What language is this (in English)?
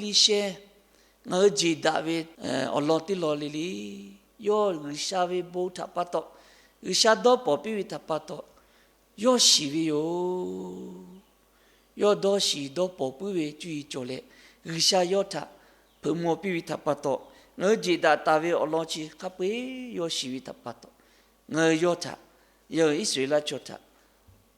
Lahu